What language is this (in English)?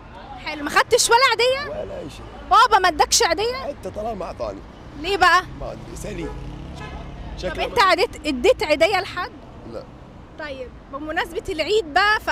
Egyptian Arabic